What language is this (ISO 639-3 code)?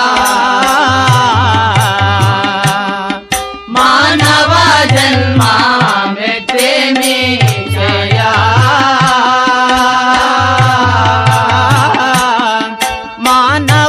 tel